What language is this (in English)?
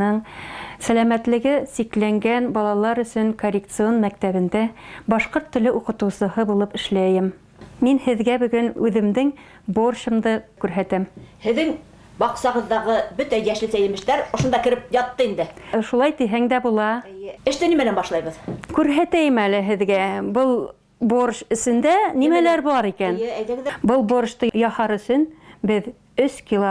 Bashkir